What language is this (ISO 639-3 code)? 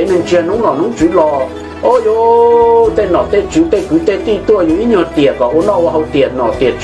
hmn